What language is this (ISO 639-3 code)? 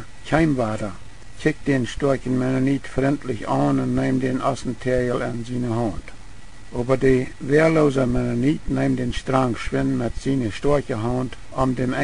pdt